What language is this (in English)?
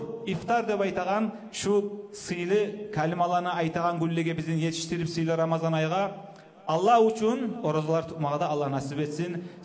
Kumyk